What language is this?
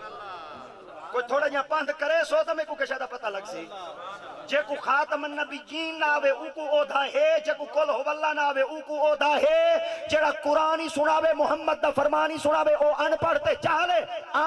Saraiki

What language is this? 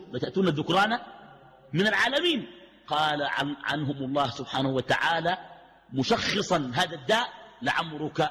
Arabic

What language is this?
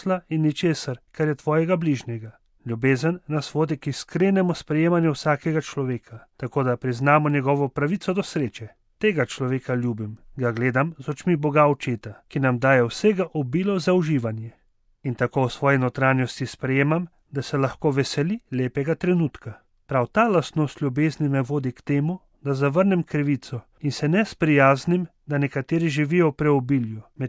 Slovenian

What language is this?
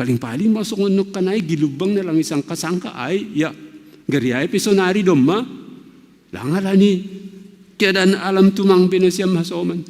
Batak Simalungun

